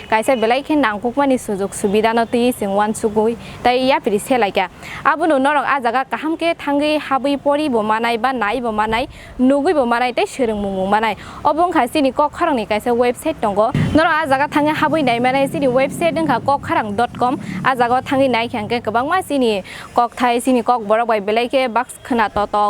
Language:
Kok Borok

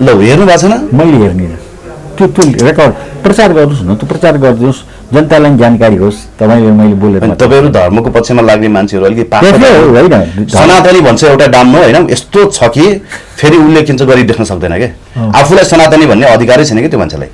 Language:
Nepali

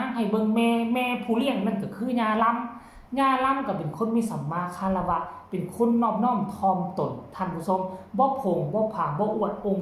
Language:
Lao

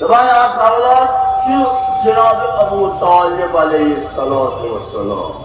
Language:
Kashmiri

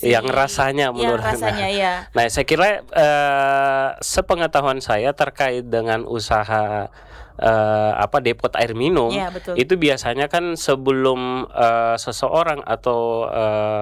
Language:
Indonesian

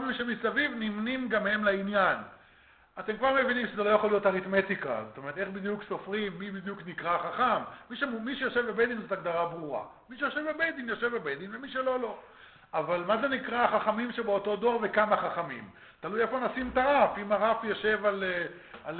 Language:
Hebrew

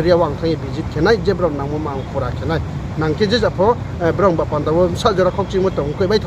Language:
Riang (India)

